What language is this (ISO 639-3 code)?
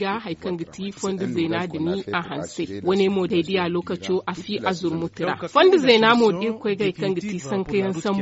dje